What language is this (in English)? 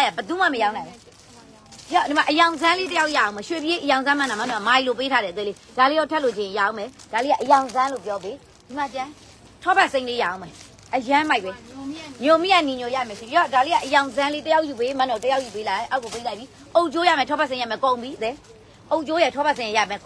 Burmese